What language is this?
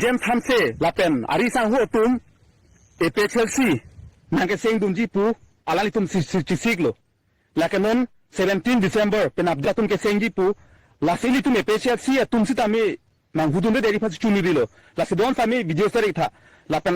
Karbi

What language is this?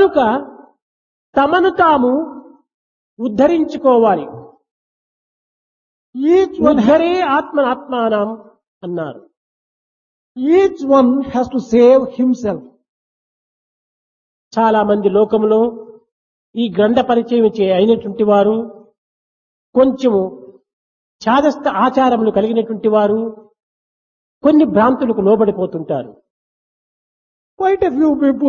Telugu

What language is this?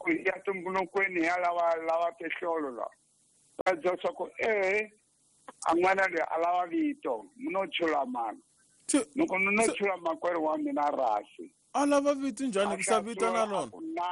Tsonga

